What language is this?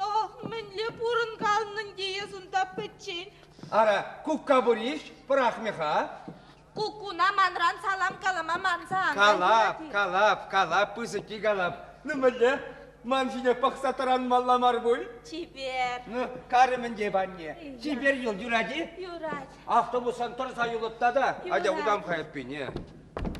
Chuvash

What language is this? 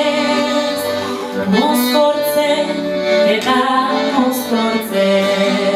Basque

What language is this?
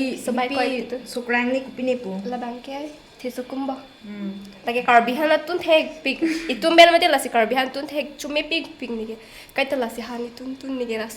Karbi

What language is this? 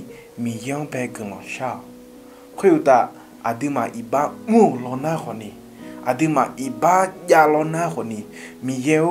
Akha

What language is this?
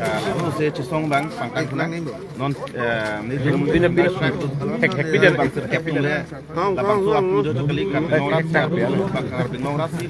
Karbi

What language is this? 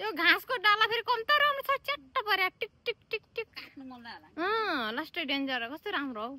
Nepali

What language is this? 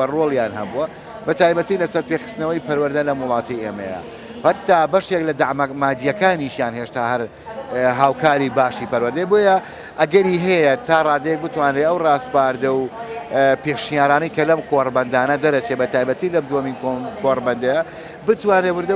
Central Kurdish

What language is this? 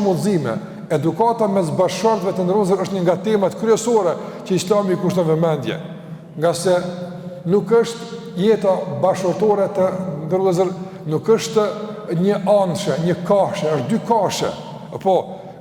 Albanian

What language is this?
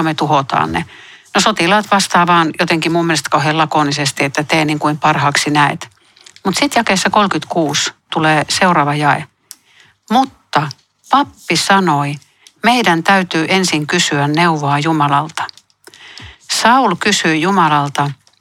Finnish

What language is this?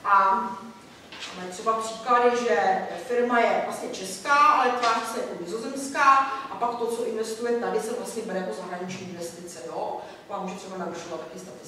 Czech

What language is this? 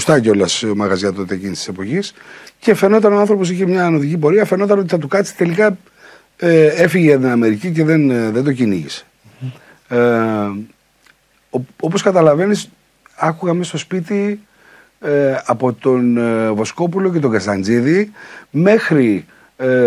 Greek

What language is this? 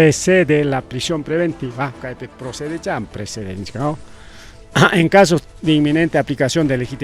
Ayacucho Quechua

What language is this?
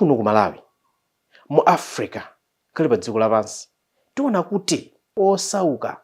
Nyanja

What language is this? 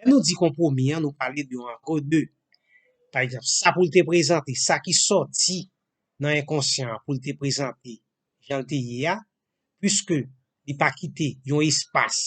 Haitian Creole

